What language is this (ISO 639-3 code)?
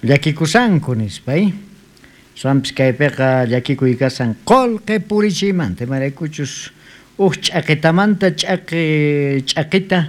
quh